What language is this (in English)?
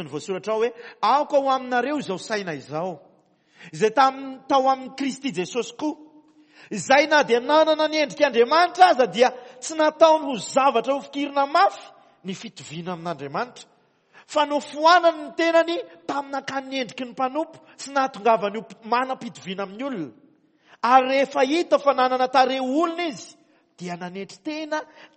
Malagasy